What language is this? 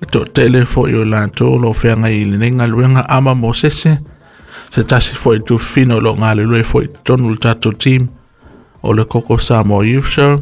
Samoan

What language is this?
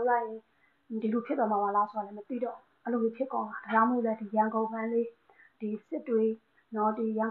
Burmese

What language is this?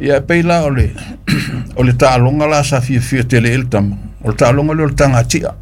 Samoan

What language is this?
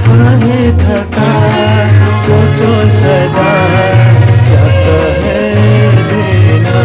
Newari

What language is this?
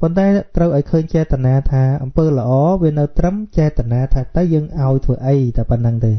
Khmer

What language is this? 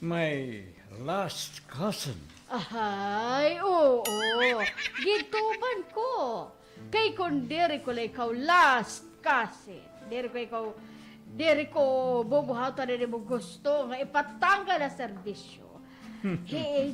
Waray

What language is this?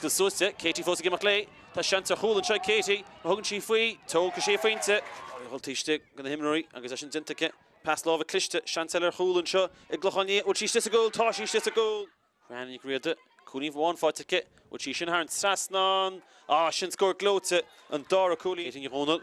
Irish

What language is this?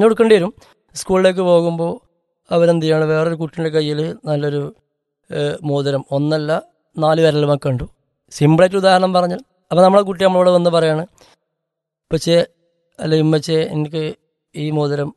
Malayalam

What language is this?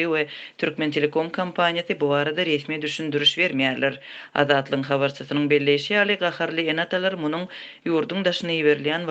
Turkmen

